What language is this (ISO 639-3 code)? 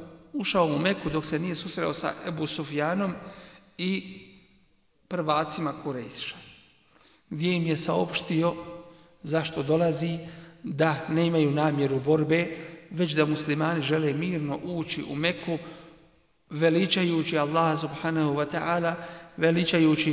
bos